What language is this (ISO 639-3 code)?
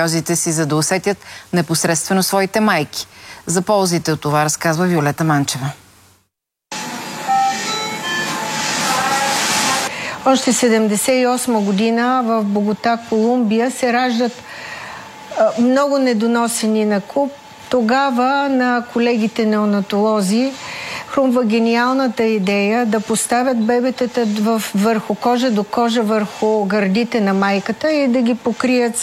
bul